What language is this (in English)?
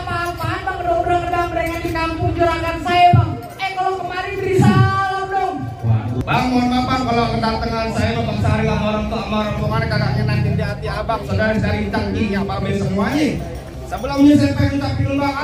Betawi